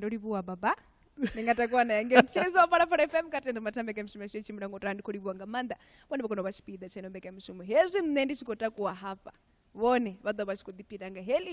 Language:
Venda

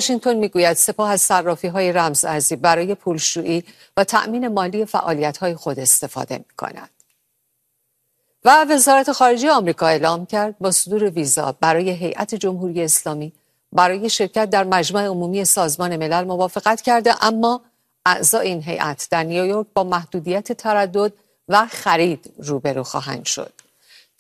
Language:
Persian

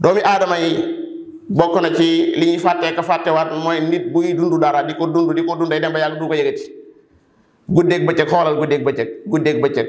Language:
Wolof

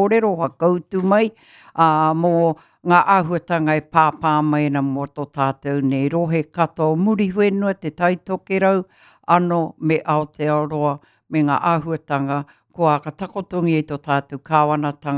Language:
Māori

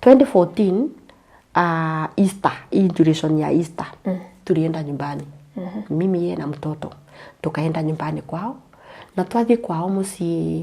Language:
Kikuyu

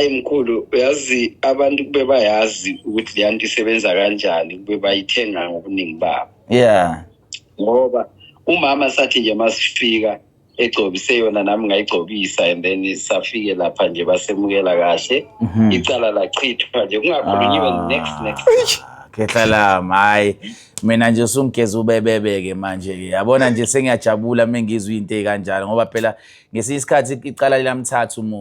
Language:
Zulu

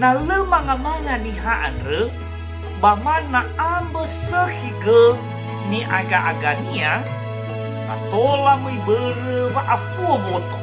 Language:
Nias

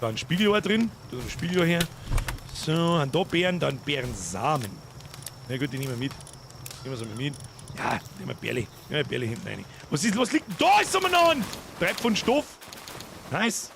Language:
Bavarian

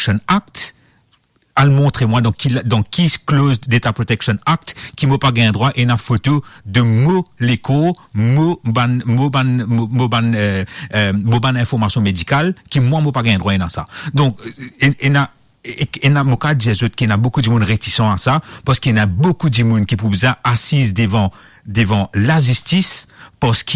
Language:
Morisyen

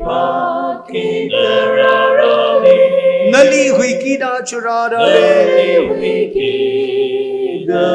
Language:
Tangkhul Naga (India)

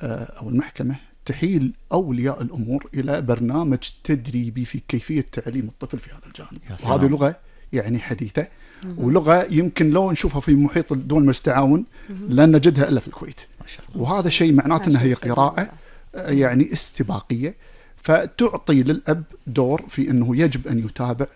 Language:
Gulf Arabic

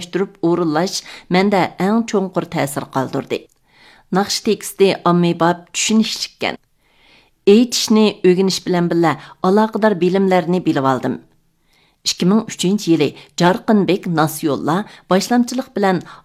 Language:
Uyghur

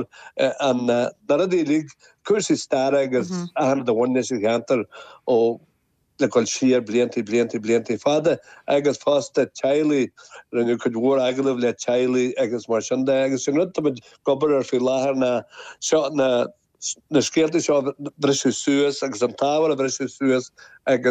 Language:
Irish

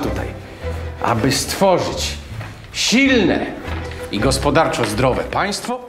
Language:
Polish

